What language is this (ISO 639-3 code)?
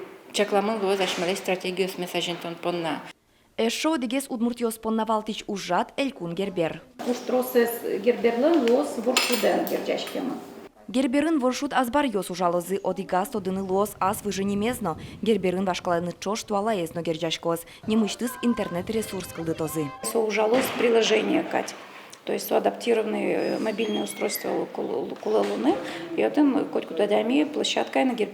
udm